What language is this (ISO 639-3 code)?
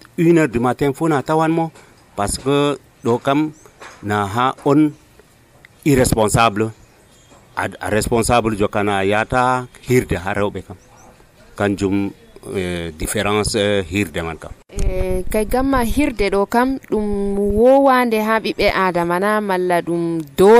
fuv